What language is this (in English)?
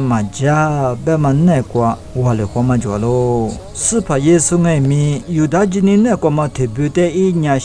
Lisu